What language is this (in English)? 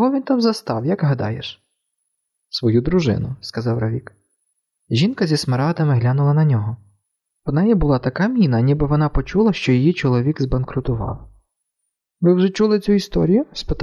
Ukrainian